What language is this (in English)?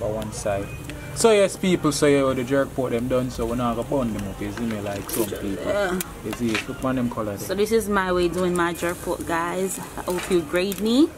Jamaican Creole English